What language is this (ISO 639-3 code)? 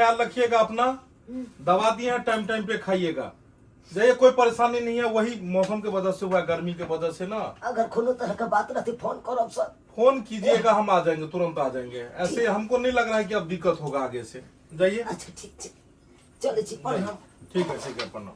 mai